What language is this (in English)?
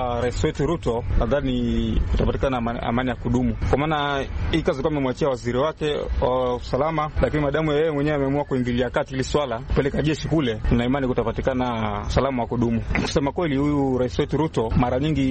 Swahili